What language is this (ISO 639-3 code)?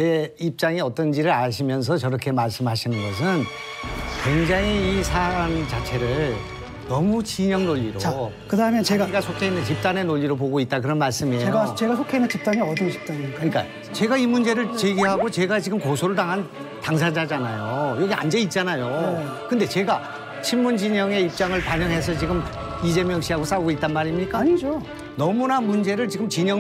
kor